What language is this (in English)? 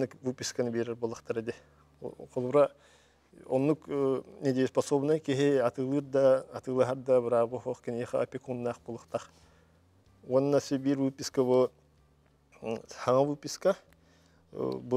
Yakut